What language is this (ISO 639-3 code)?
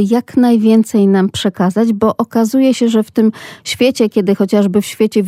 pol